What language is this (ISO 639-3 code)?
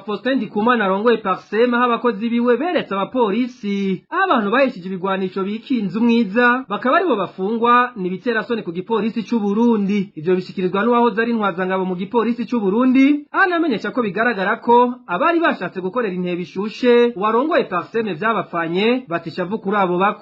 run